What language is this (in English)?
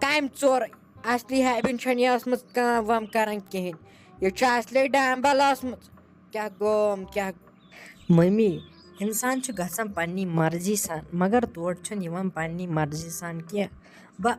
Kashmiri